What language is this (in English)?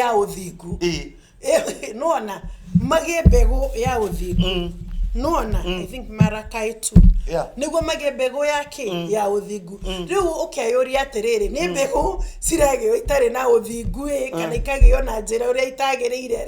Kikuyu